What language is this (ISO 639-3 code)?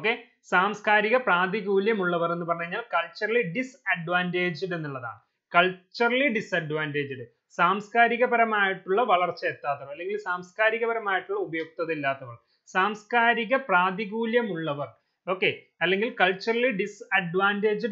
mal